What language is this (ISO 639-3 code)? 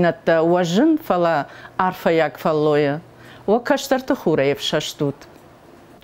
oss